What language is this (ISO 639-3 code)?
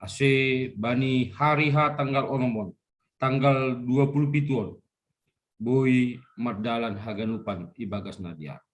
bts